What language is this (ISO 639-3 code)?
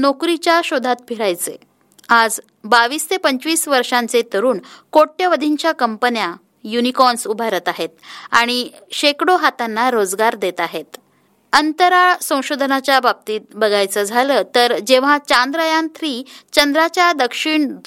mar